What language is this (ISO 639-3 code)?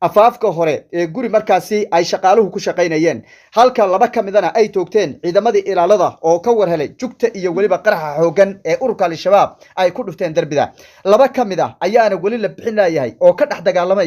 som